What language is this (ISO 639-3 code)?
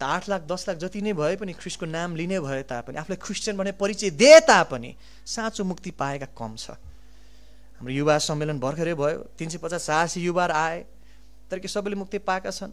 nep